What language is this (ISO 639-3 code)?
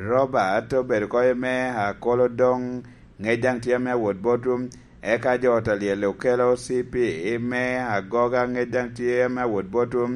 laj